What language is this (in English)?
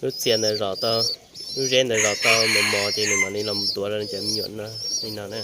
Hmong